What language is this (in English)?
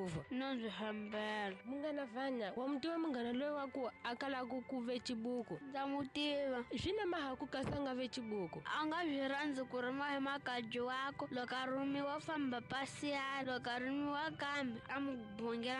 Tsonga